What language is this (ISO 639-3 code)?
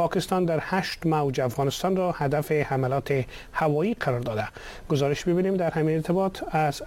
fas